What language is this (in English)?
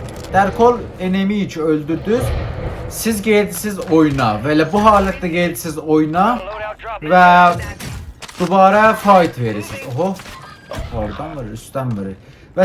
South Azerbaijani